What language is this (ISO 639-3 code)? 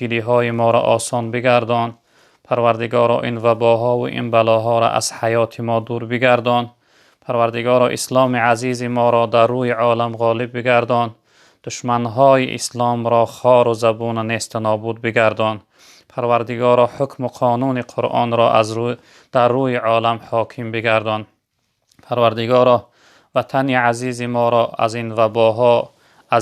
tgk